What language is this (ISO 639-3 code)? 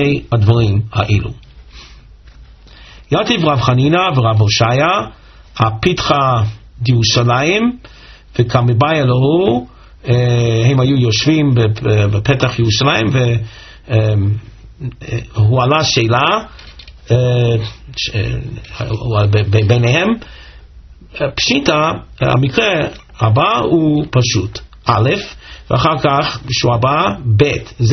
heb